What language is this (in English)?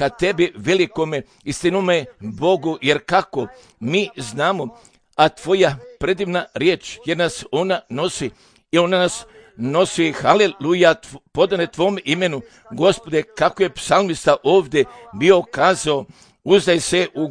Croatian